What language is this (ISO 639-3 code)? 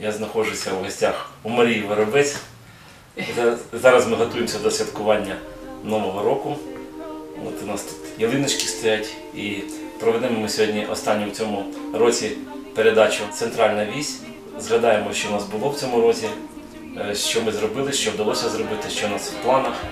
ukr